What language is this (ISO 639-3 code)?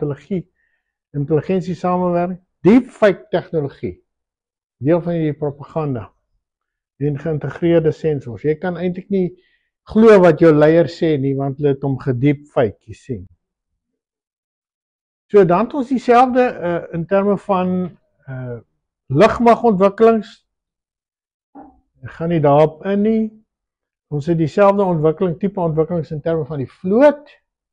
afr